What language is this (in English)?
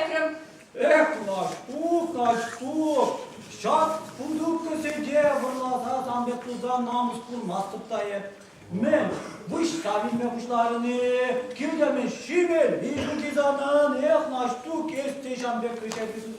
Chuvash